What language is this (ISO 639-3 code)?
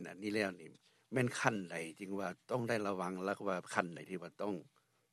lao